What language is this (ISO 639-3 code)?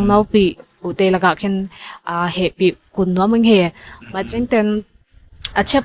cnw